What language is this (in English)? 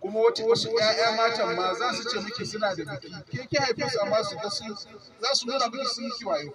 Hausa